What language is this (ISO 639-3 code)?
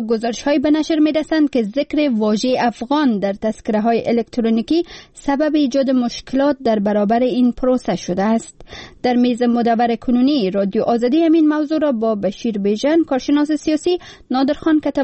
fas